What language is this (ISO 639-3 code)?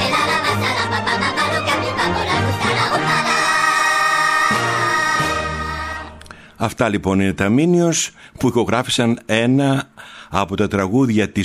ell